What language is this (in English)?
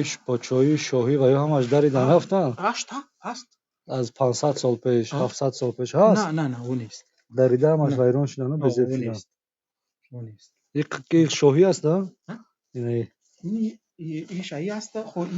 Tajik